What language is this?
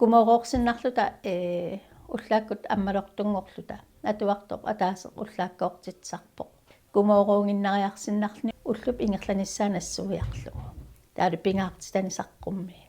Kalaallisut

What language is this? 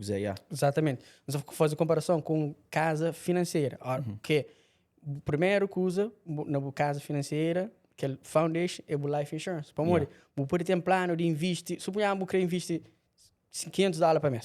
Kabuverdianu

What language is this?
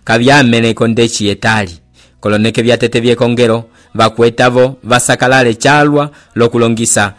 Umbundu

